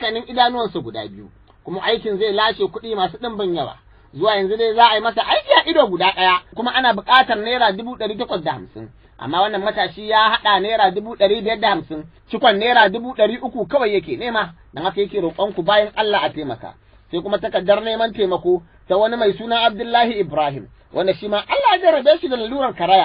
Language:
Hausa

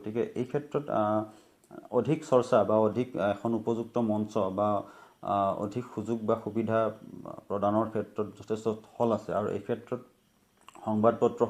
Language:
Assamese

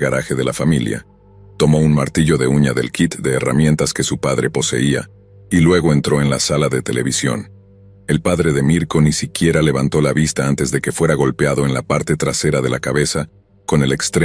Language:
Spanish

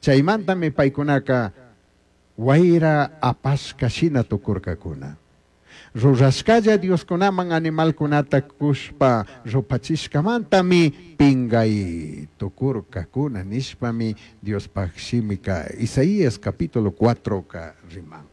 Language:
Chimborazo Highland Quichua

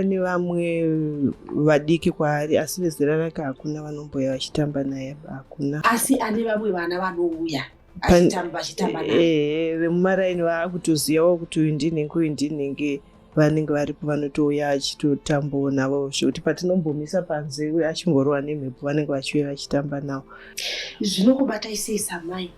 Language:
Shona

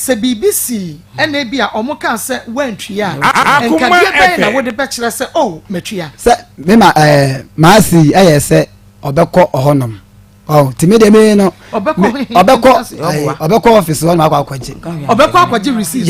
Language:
Akan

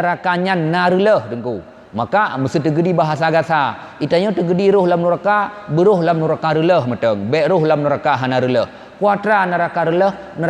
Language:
Achinese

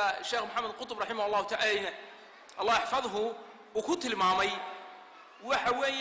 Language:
Somali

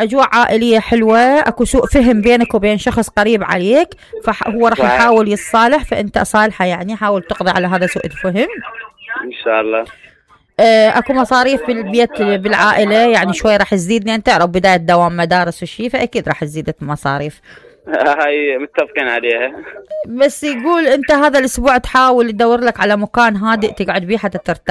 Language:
Mesopotamian Arabic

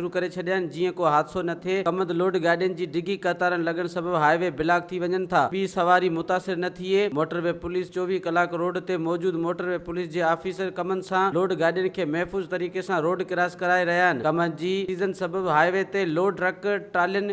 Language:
Sindhi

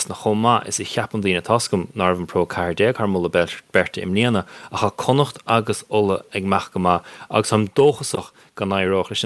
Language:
Irish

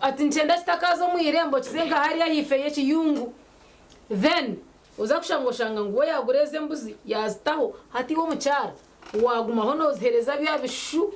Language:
Nyankole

